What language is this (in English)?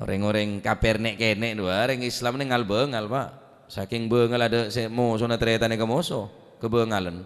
Madurese